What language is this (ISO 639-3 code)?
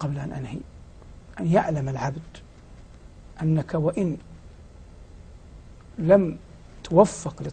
ara